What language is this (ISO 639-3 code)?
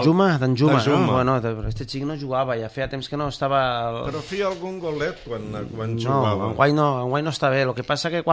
cat